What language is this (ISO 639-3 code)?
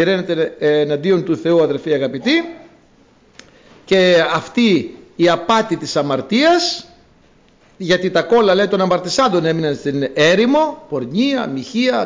ell